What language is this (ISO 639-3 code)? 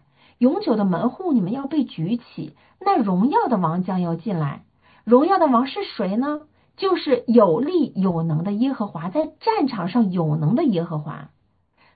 zho